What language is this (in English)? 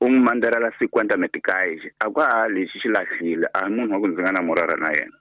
Tsonga